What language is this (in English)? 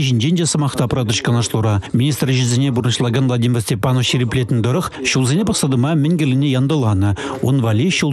Chuvash